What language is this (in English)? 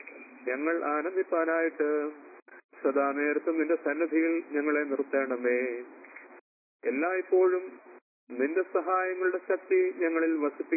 Malayalam